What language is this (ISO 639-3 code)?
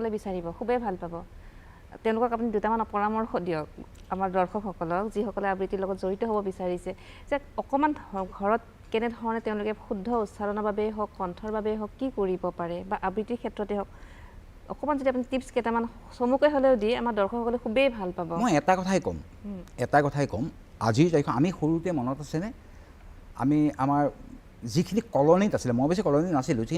asm